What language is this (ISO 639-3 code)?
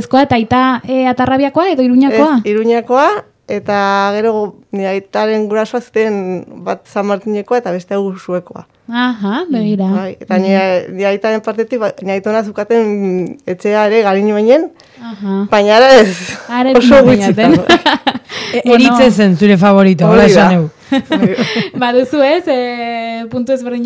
eus